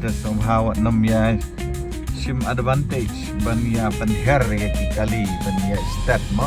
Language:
Khasi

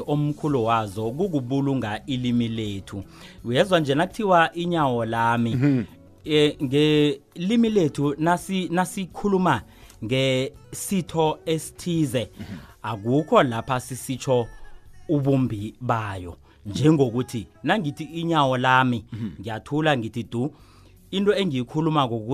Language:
South Ndebele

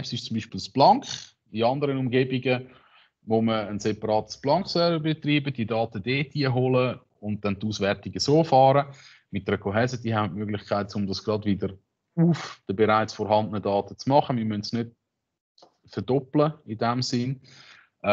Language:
German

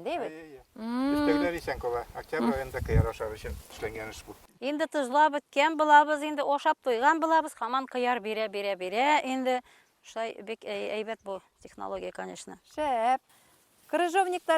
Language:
Bashkir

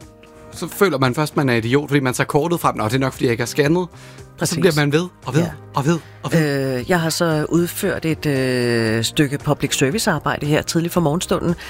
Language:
Danish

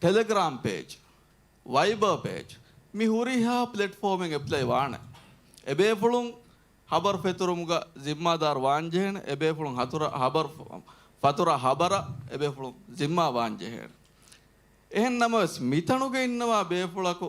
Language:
Divehi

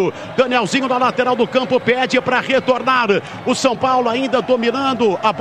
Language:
Portuguese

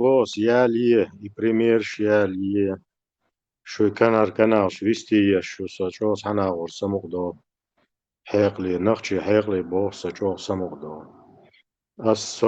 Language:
Chechen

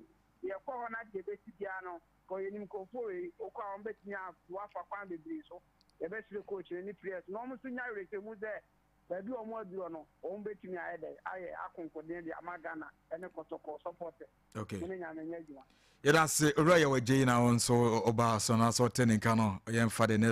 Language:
Akan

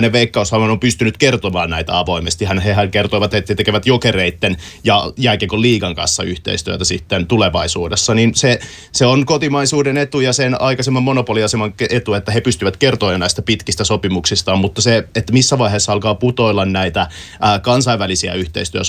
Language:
Finnish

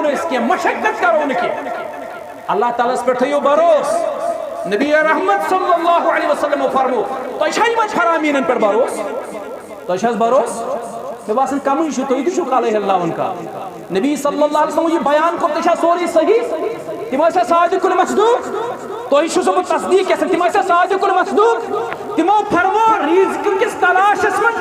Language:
Kashmiri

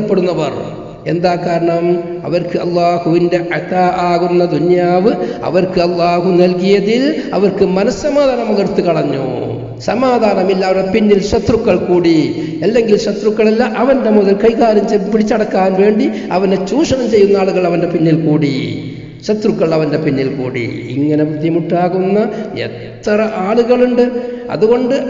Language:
Malayalam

